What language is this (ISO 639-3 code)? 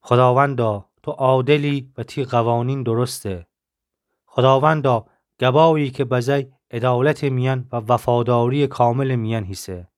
glk